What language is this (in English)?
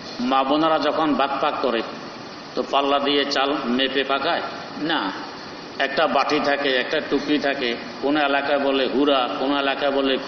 Bangla